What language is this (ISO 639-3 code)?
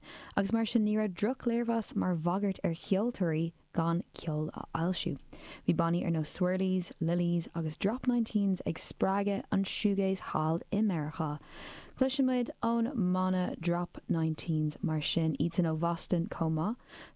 gle